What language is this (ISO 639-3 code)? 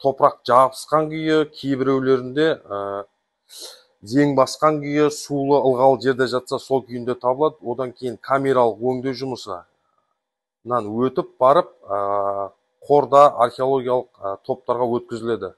kaz